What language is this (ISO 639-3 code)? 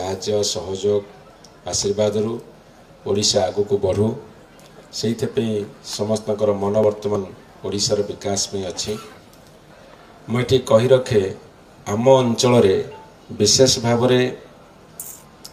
ori